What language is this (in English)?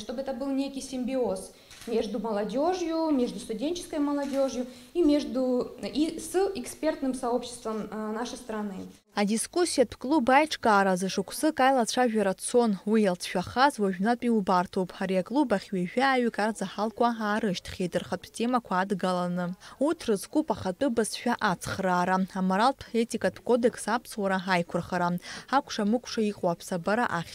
Abkhazian